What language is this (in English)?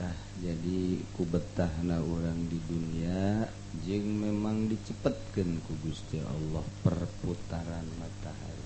Sundanese